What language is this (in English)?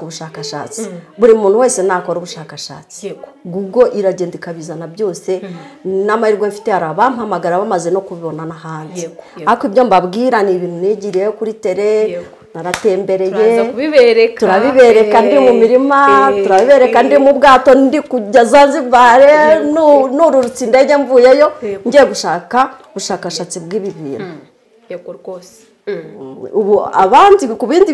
Kinyarwanda